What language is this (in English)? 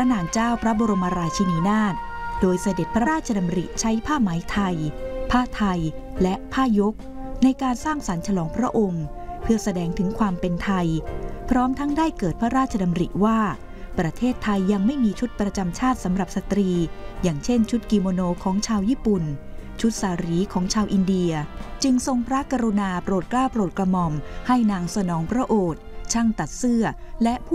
Thai